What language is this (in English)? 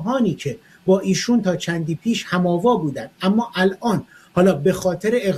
Persian